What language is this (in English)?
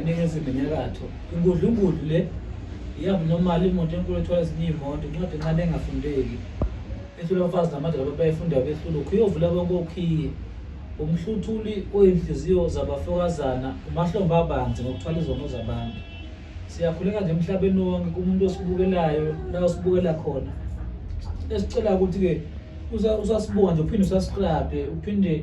Zulu